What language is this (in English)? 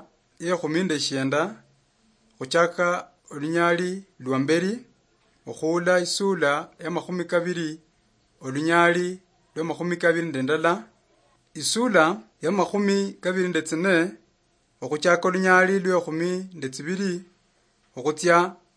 Luyia